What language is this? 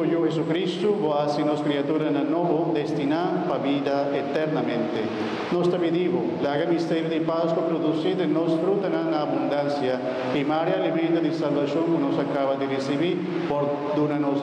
Papiamento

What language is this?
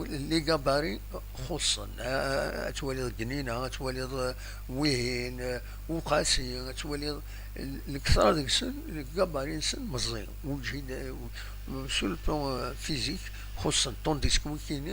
Kabyle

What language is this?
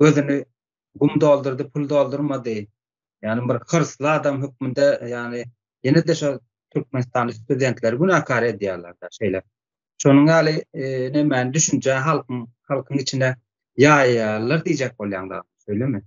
Turkmen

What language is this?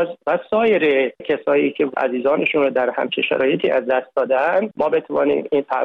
Persian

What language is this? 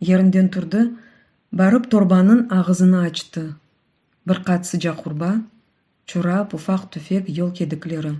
Crimean Tatar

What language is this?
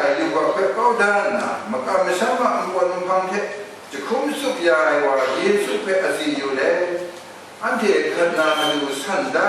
Kachin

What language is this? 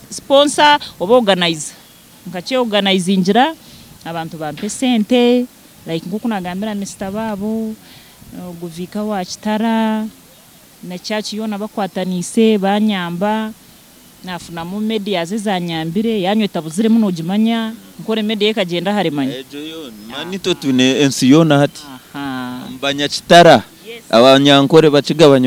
Nyankole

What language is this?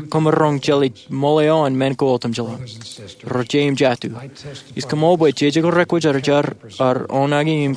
Marshallese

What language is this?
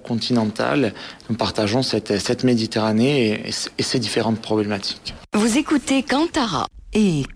French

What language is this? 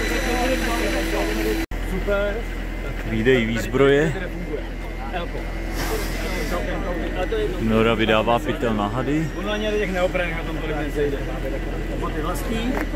Czech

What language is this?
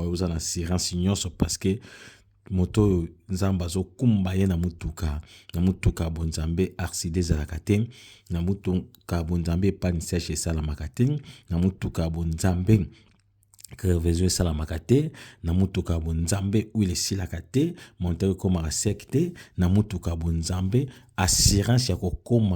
Lingala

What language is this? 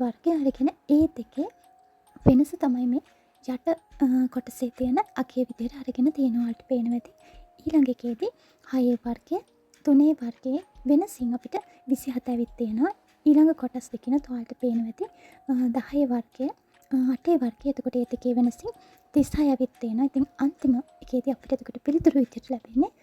Sinhala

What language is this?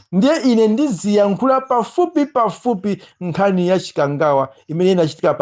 Nyanja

